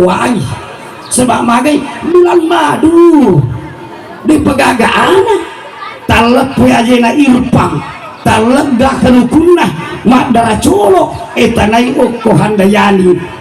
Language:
Buginese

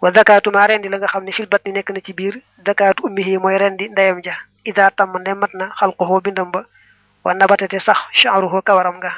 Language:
Wolof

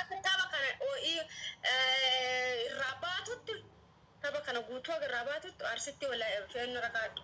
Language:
Oromo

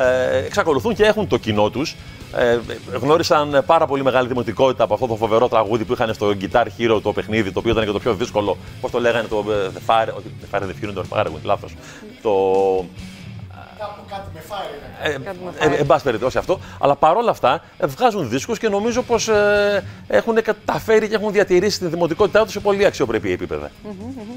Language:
Greek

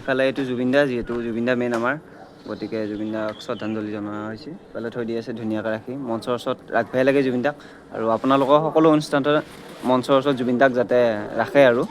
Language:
Assamese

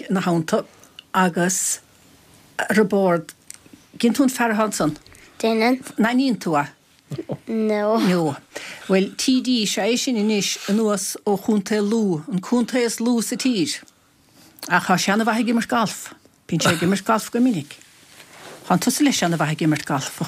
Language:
Irish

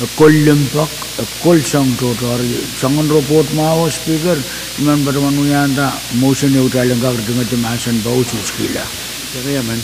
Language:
Pohnpeian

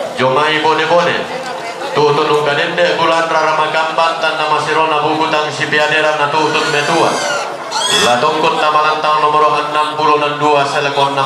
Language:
Toraja-Sa'dan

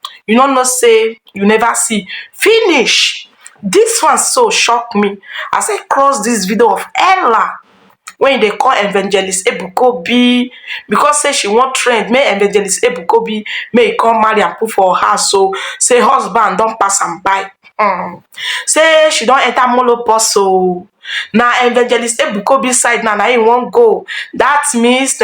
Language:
Nigerian Pidgin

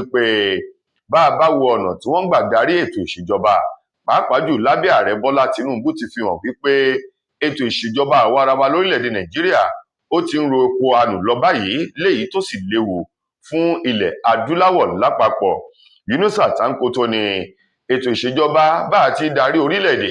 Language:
Yoruba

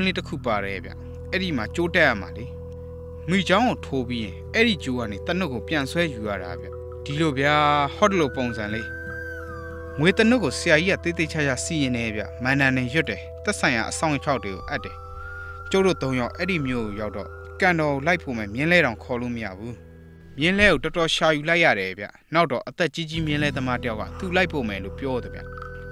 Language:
Burmese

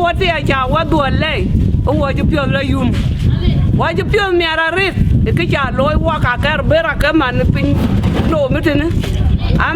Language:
Dinka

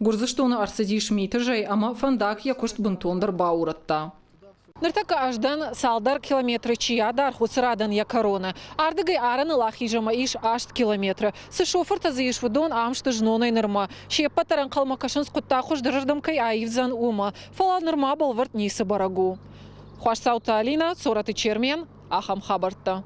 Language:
Ossetic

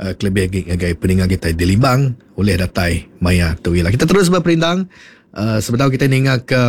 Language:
Iban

